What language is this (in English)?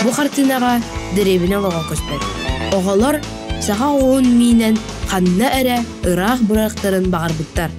Yakut